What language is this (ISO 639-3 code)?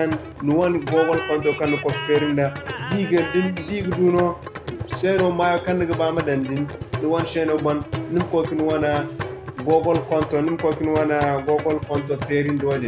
dje